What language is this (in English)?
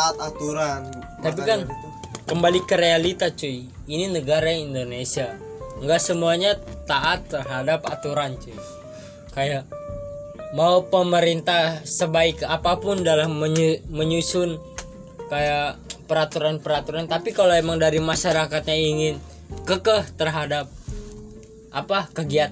Indonesian